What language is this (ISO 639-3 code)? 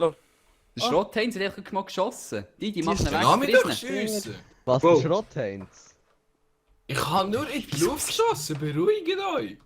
gsw